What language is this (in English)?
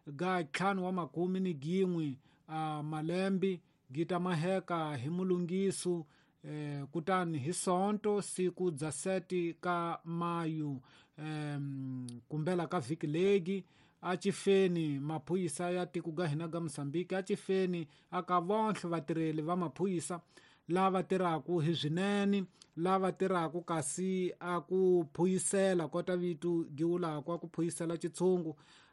Tsonga